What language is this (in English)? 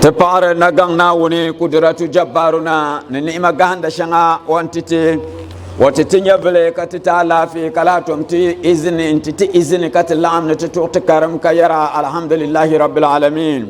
Dagbani